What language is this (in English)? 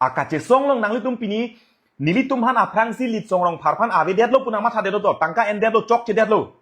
Karbi